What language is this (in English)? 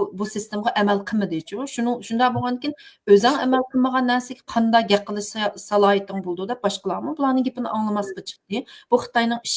Uyghur